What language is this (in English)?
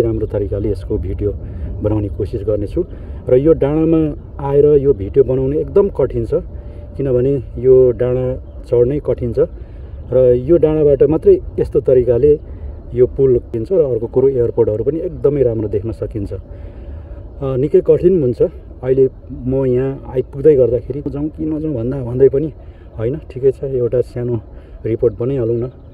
Nepali